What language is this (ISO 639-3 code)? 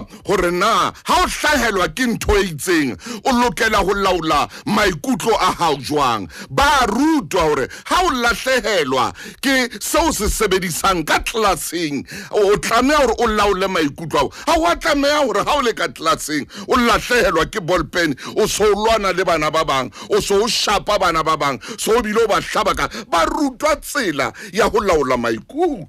sot